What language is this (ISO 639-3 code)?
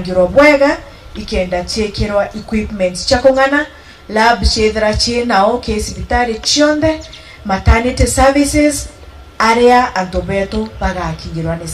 mer